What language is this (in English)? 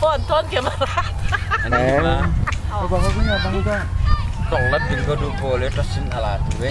Hakha Chin